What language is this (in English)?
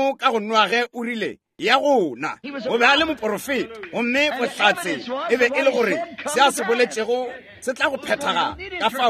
Northern Sotho